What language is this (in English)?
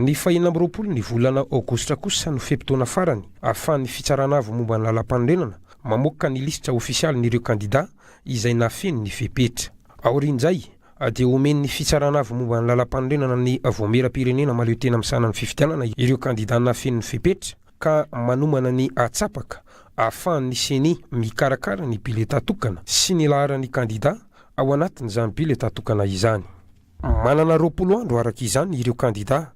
Malagasy